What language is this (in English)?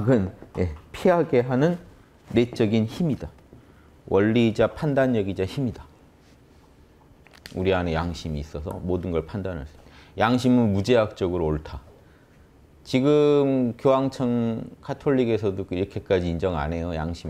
Korean